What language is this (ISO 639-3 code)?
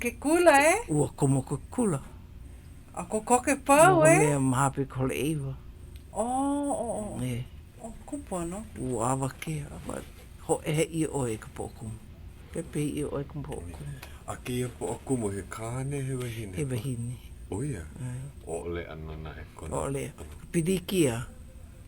haw